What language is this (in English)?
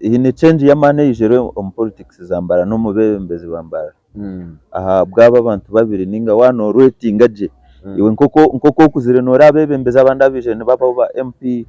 Nyankole